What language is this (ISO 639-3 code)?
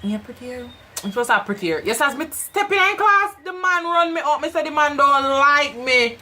jam